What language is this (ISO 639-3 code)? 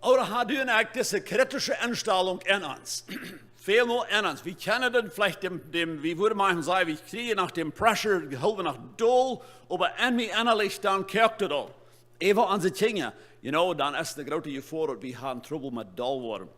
pdt